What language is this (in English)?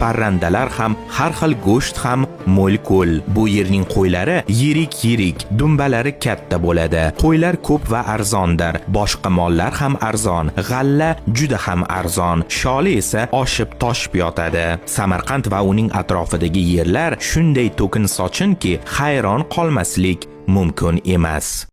Uzbek